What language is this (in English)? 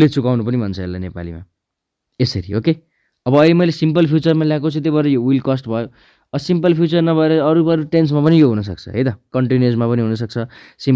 Nepali